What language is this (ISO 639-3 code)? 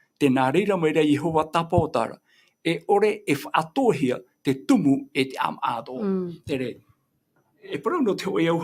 tah